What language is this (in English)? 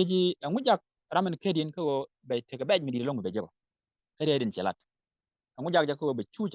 Nuer